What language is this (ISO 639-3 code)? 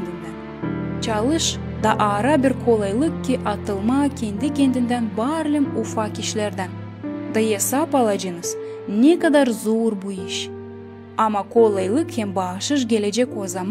gag